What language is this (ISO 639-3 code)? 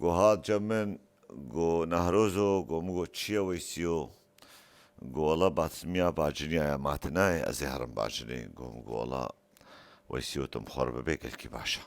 kur